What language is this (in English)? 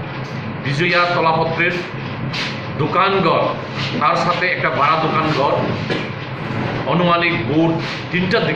Bangla